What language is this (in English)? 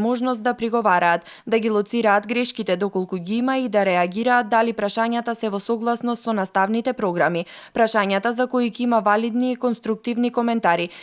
Macedonian